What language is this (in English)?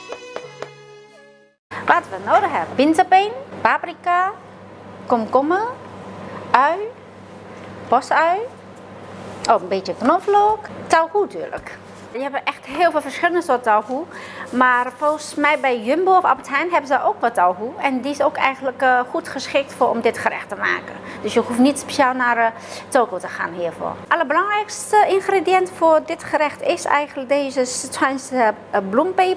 Dutch